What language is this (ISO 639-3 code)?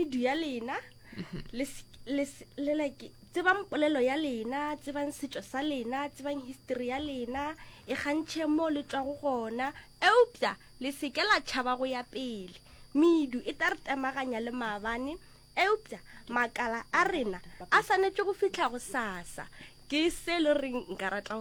nso